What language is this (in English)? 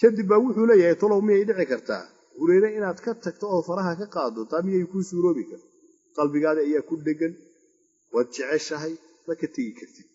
Somali